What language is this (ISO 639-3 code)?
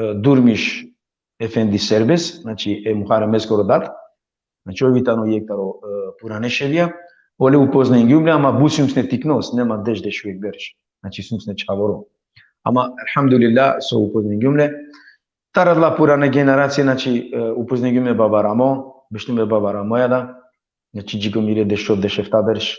rmn